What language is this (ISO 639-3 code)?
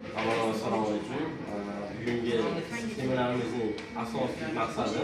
uzb